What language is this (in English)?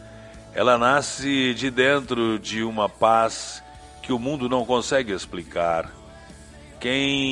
Portuguese